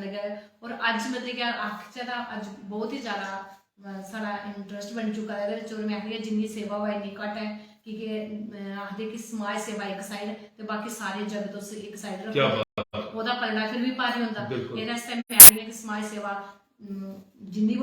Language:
Dogri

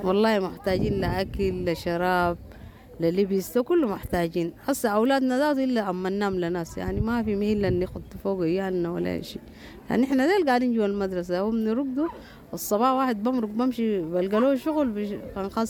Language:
Sudanese Arabic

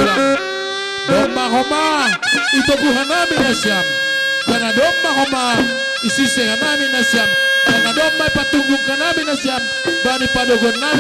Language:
Batak Simalungun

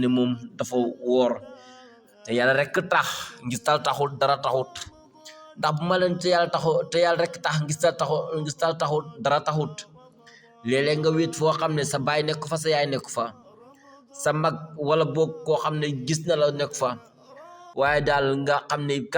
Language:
Wolof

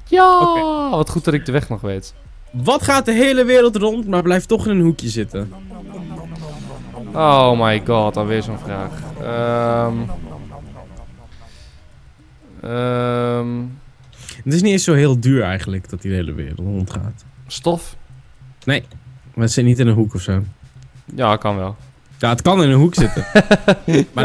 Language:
Dutch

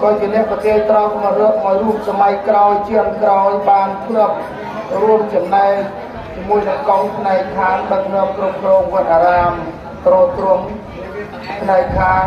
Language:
Khmer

